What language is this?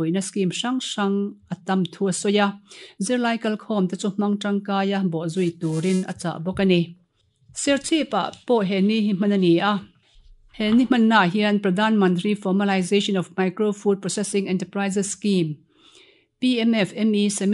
Mizo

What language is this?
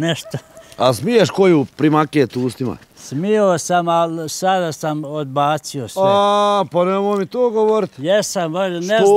Bosnian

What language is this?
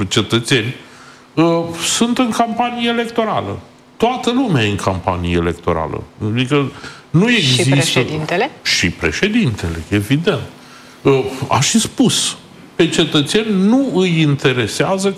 Romanian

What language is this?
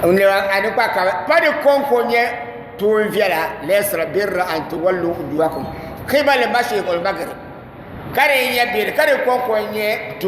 Dagbani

